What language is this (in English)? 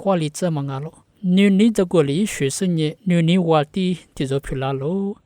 Lisu